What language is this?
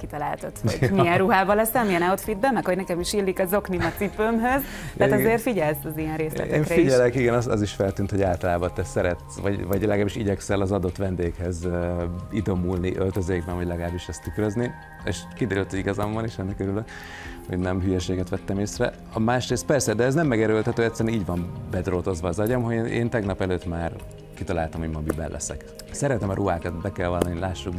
Hungarian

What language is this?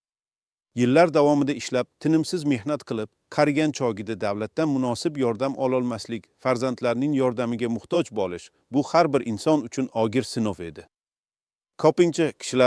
Uzbek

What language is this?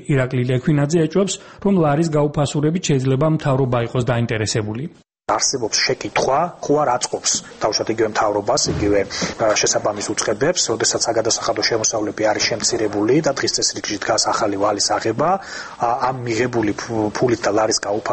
Georgian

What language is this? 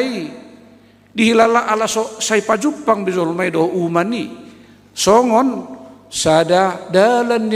Batak Toba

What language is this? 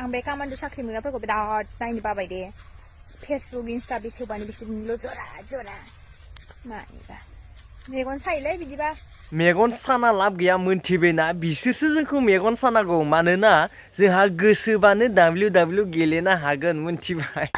Bodo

